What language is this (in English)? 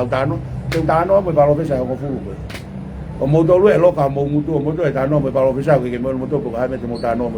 Tongan